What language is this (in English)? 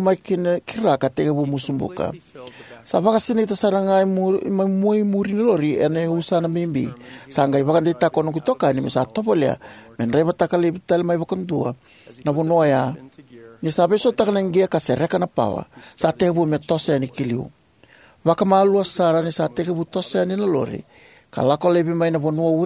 Fijian